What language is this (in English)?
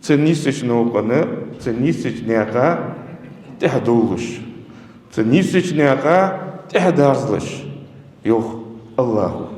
Ingush